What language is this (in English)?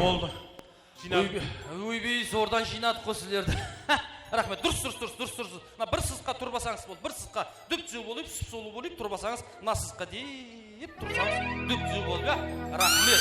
Kara-Kalpak